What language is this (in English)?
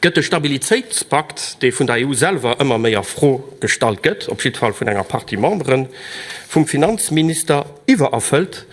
Luxembourgish